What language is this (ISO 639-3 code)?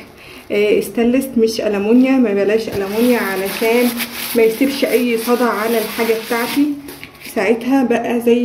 arz